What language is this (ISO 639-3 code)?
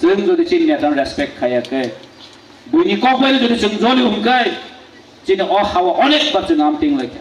trp